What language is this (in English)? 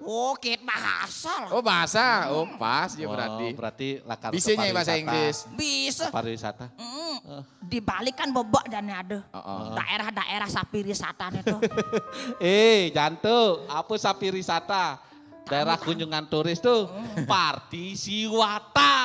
Balinese